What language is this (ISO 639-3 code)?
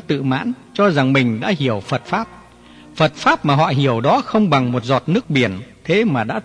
vie